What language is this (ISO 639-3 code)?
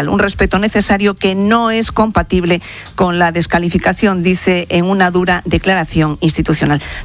spa